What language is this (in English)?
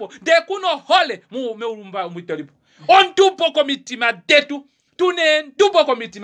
Kuanyama